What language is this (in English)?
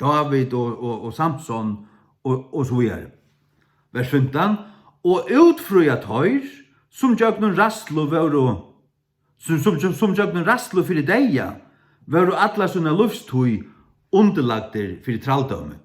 Faroese